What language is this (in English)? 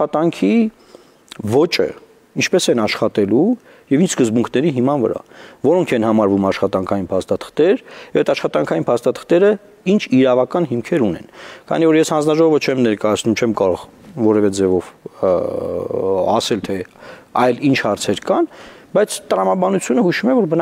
Armenian